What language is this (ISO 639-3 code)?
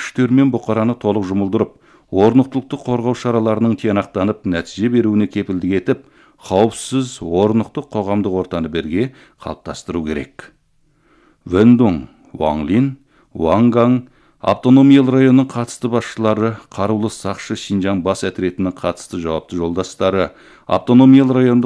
kaz